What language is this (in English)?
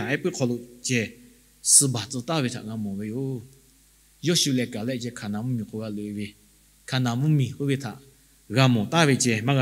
Lahu